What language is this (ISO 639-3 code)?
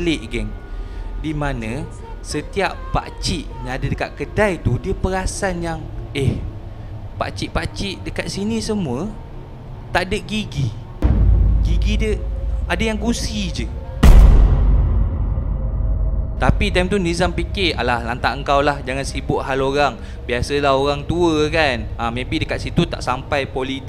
msa